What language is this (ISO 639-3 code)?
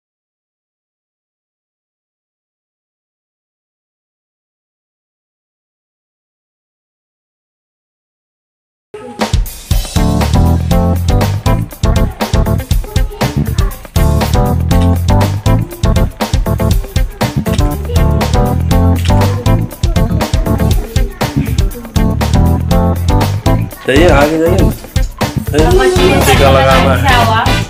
hin